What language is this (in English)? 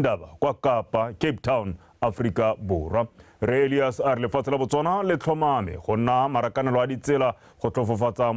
Tswana